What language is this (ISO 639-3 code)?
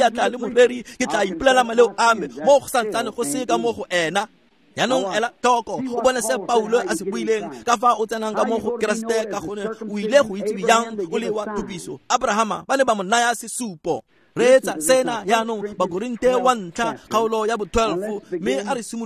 tsn